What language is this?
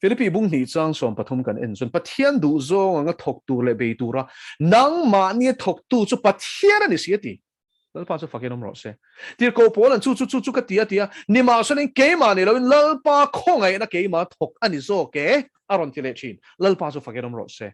Mizo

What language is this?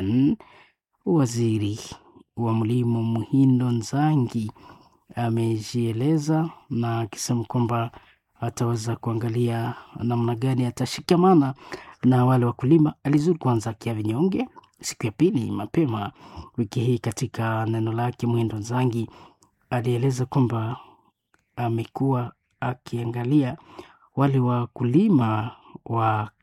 Swahili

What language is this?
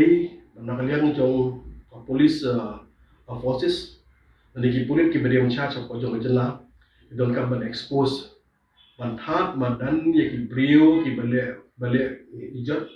Khasi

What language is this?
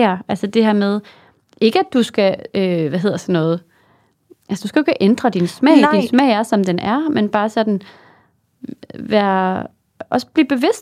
Danish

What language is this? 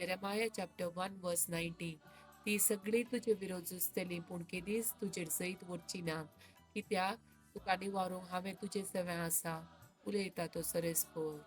Konkani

